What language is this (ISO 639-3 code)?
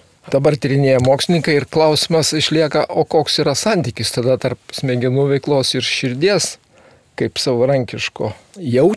lit